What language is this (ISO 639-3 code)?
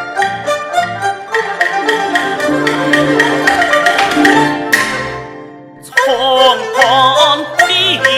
cpx